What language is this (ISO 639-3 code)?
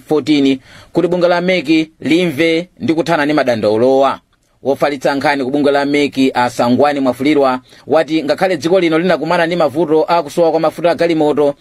nya